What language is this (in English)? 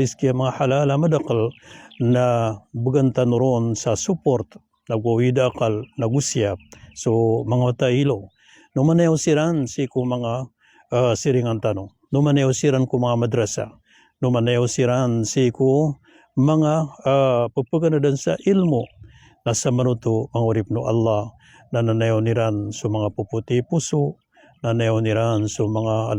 Maranao